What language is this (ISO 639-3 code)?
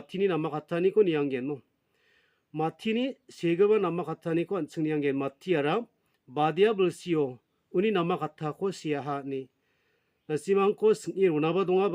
grt